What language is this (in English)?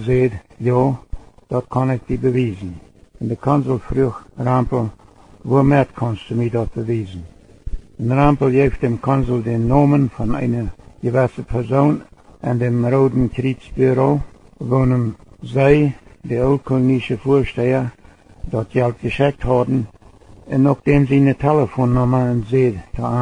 Plautdietsch